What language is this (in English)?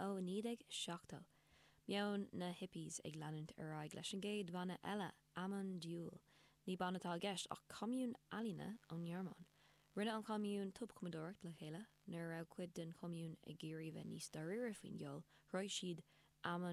Irish